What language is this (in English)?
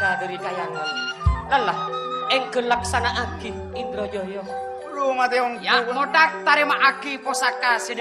Madurese